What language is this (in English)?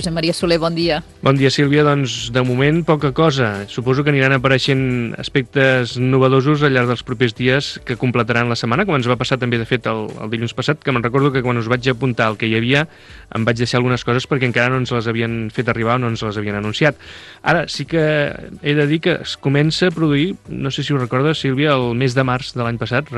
Catalan